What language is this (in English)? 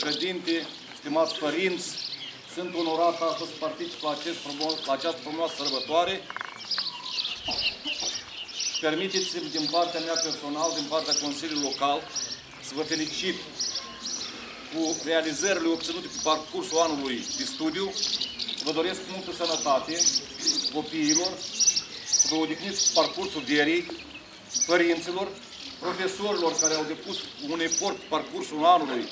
Romanian